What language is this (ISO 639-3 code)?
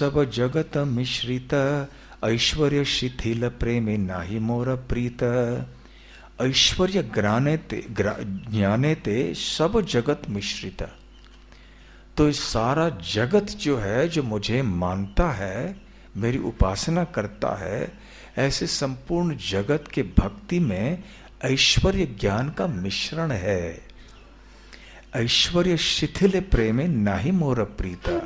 hin